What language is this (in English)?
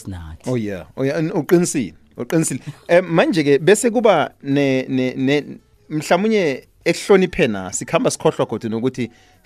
South Ndebele